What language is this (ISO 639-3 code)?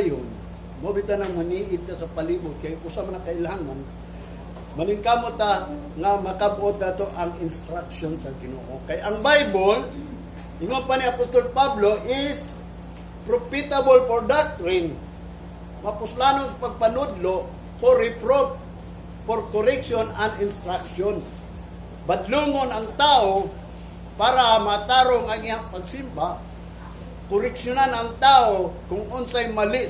ceb